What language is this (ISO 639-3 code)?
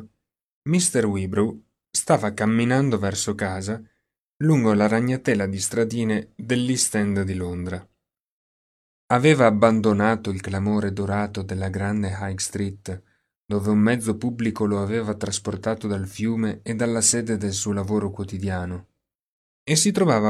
ita